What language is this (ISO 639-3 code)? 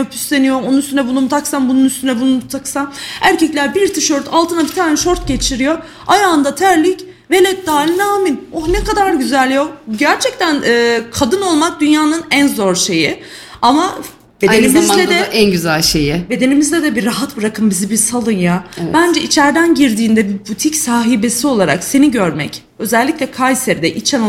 tur